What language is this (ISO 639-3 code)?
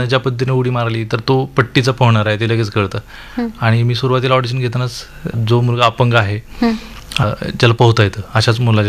mar